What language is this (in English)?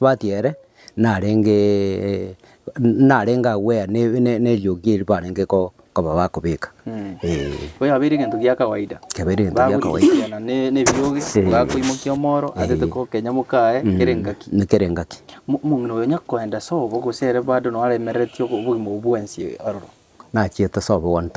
Gusii